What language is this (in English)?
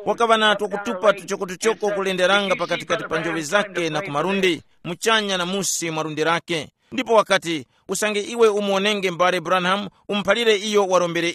Tumbuka